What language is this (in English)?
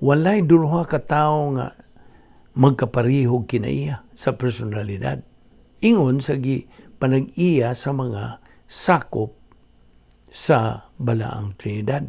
Cebuano